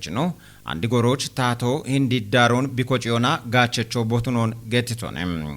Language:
Kafa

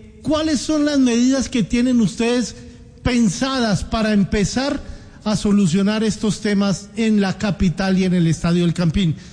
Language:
Spanish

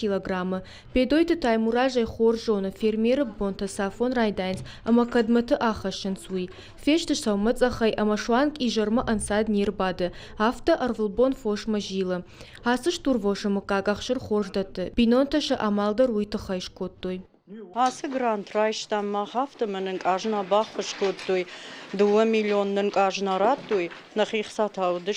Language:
Ossetic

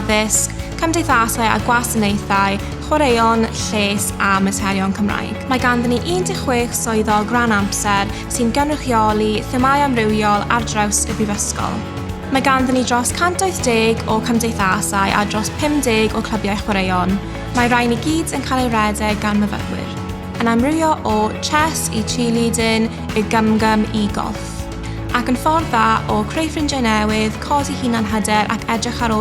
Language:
Welsh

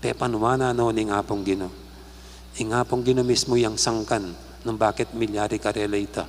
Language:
Pampanga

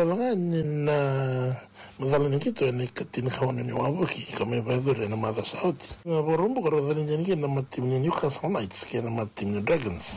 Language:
Fijian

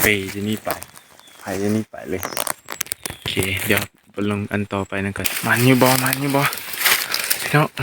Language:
Lao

